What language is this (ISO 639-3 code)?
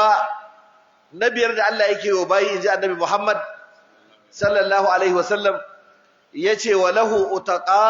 hau